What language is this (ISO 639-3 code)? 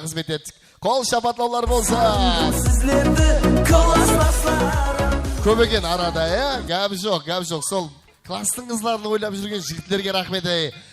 kaa